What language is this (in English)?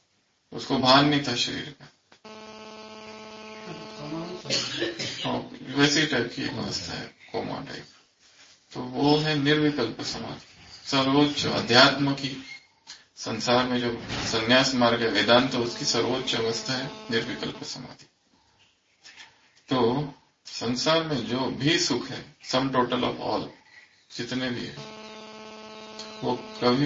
Hindi